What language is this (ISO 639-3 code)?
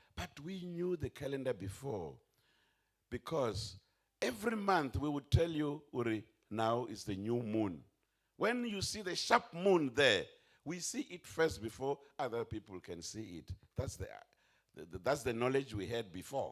ven